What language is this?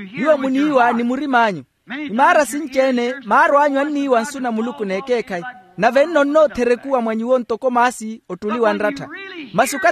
Makhuwa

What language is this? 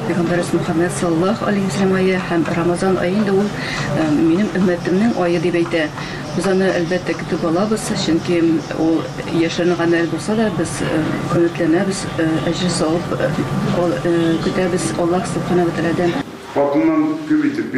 Tatar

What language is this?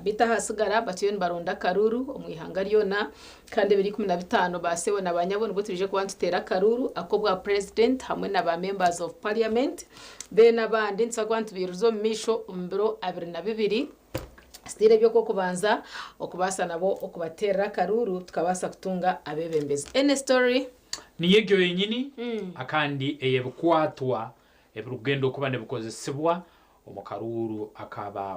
Nyankole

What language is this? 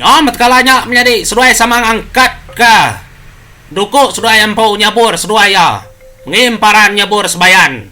Iban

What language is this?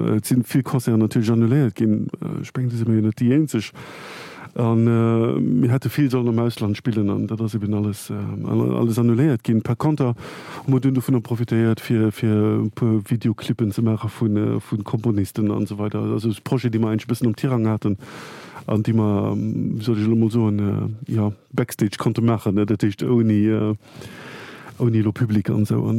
Luxembourgish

